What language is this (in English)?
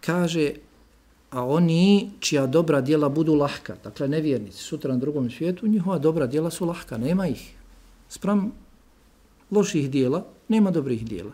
Bosnian